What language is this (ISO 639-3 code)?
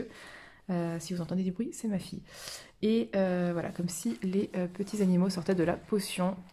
fra